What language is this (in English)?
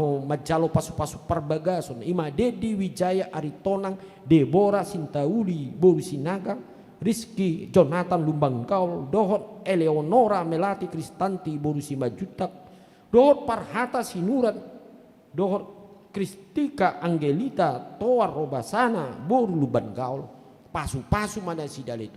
Batak Toba